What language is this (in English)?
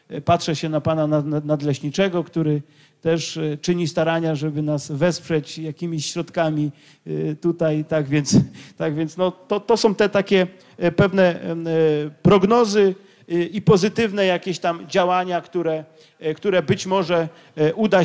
Polish